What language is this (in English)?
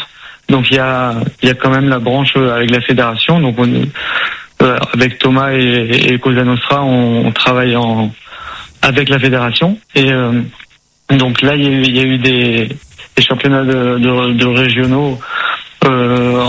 French